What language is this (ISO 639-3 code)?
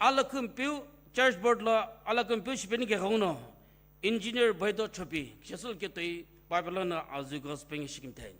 nsm